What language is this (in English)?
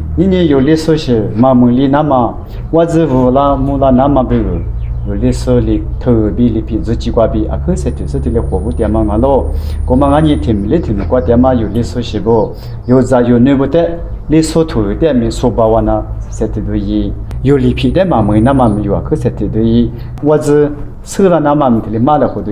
Lisu